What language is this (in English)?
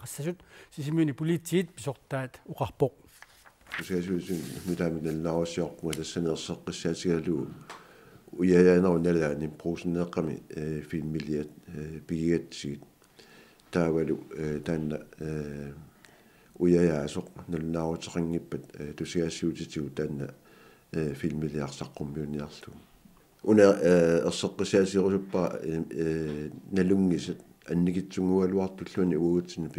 Kalaallisut